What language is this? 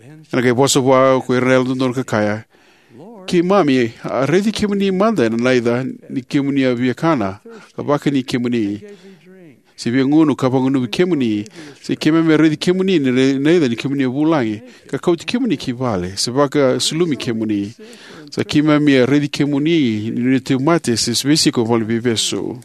Fijian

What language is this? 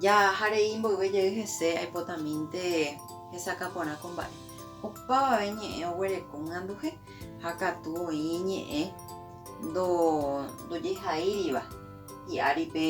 Guarani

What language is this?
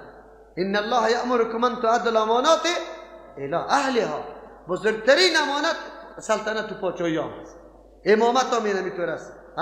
Persian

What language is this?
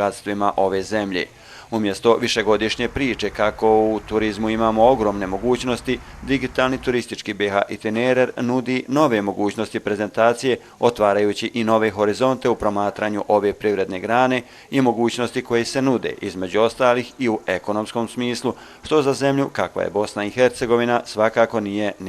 Bosnian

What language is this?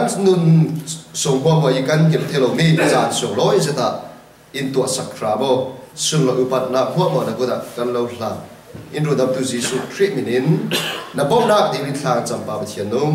Falam Chin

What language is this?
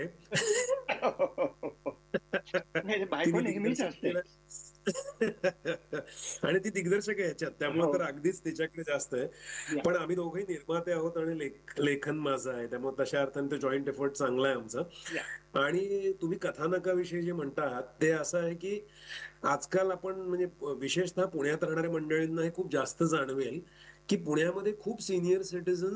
Marathi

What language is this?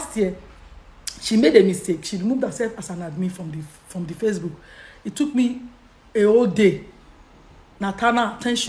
Nigerian Pidgin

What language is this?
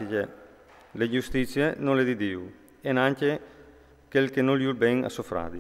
Friulian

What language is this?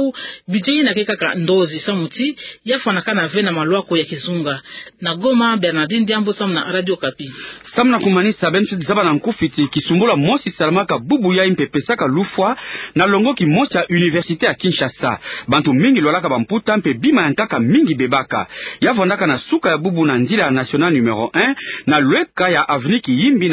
Kituba (Democratic Republic of Congo)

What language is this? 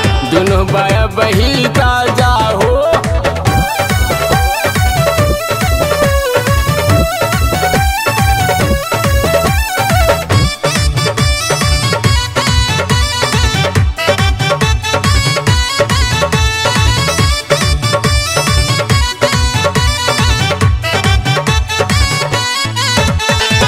Bhojpuri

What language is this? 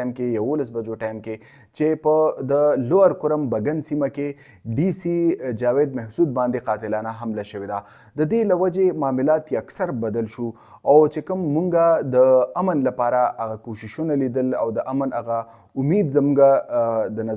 Pashto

